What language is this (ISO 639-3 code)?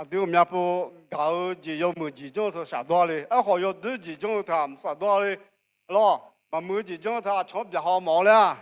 ahk